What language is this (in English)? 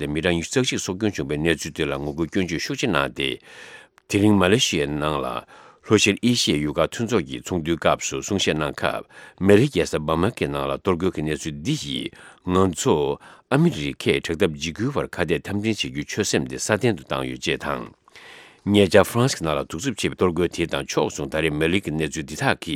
Tibetan